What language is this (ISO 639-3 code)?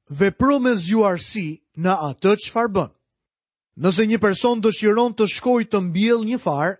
sqi